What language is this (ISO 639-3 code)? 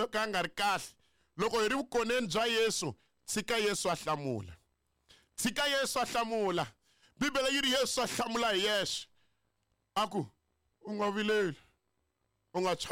tso